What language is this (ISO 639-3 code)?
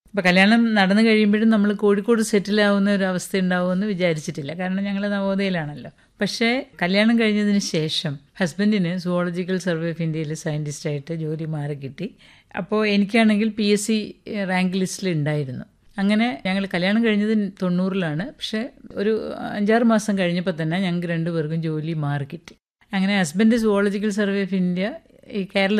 mal